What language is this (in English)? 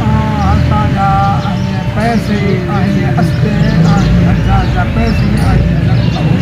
Saraiki